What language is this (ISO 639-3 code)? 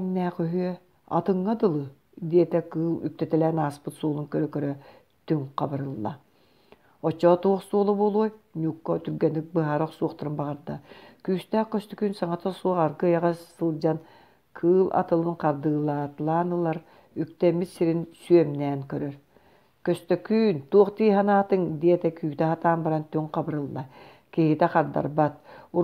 sah